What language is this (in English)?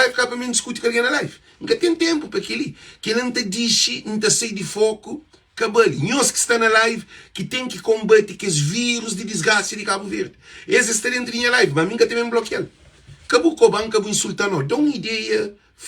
Kabuverdianu